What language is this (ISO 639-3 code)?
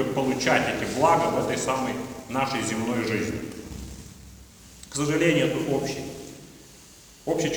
rus